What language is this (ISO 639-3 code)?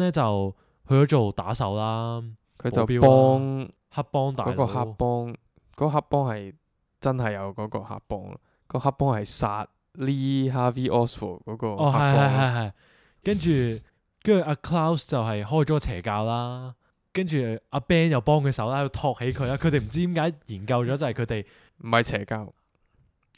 yue